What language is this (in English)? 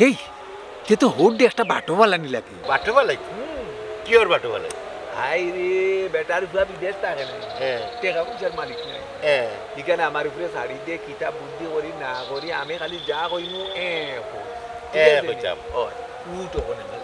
Sylheti